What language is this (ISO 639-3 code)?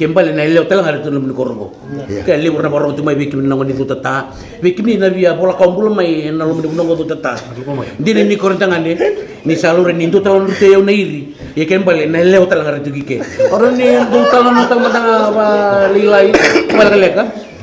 fij